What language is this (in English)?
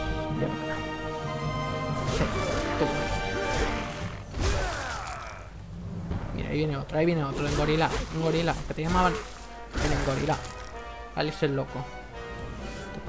Spanish